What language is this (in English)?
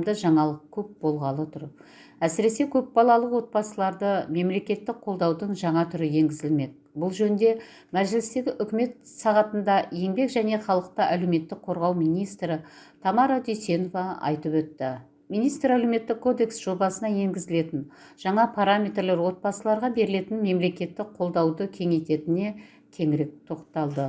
Kazakh